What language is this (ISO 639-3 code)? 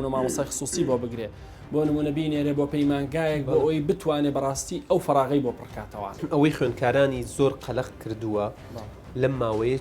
ckb